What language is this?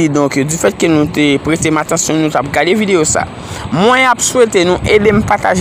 Haitian Creole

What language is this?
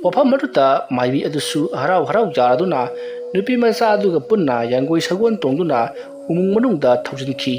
Manipuri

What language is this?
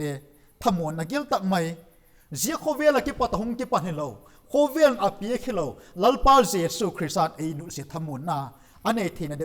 Vaiphei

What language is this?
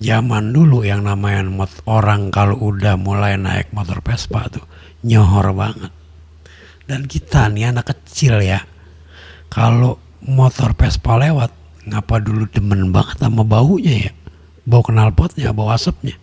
Betawi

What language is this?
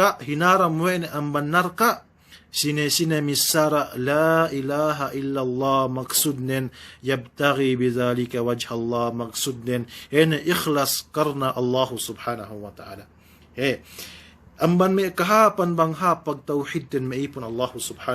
Yakan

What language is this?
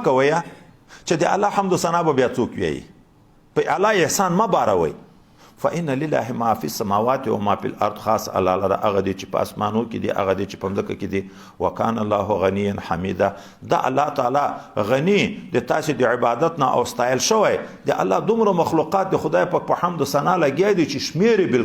Pashto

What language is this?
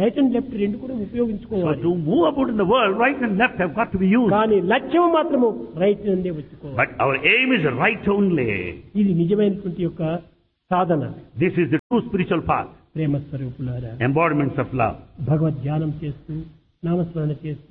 Telugu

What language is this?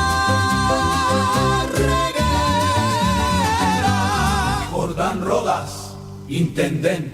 Guarani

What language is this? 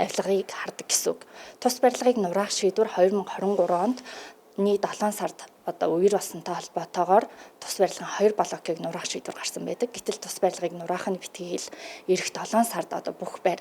Mongolian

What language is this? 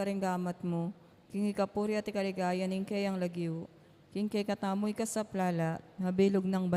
Pampanga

